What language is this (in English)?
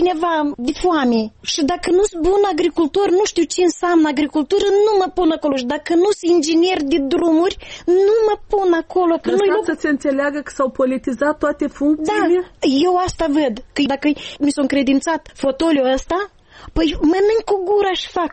Romanian